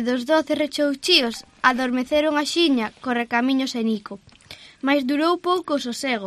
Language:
Galician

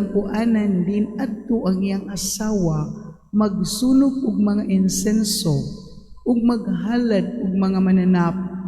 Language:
Cebuano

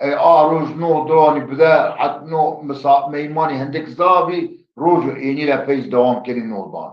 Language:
Zaza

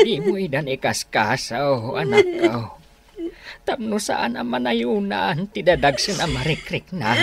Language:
Iloko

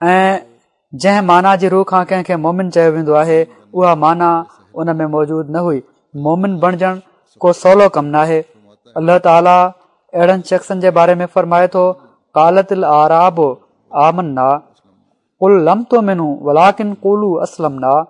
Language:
Sindhi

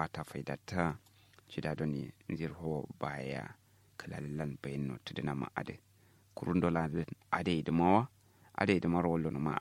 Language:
Kanuri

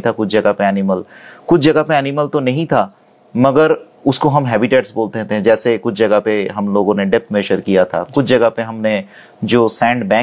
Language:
Hindi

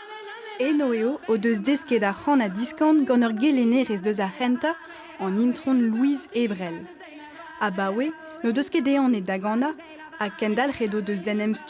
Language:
Breton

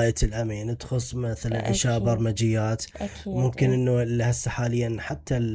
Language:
Mesopotamian Arabic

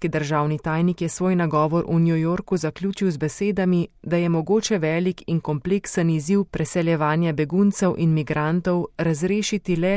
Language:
Slovenian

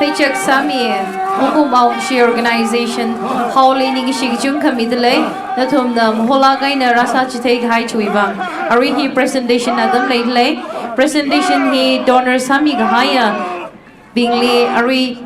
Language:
Tangkhul Naga (India)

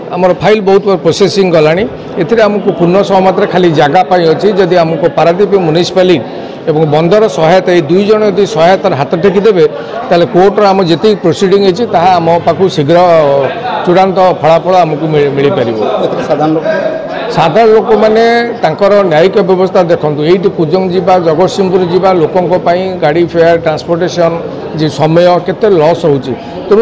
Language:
Odia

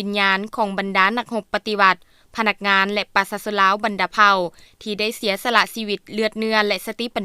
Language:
Lao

